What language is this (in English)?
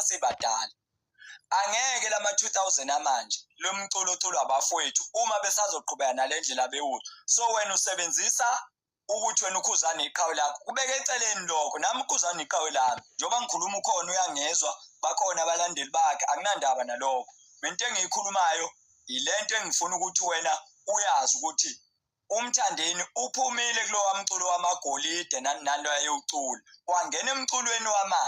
Zulu